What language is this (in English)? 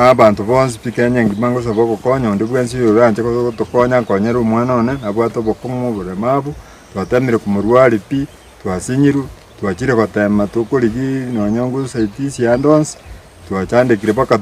Gusii